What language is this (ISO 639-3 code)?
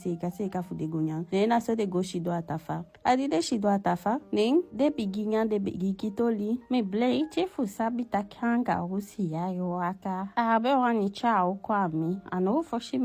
djk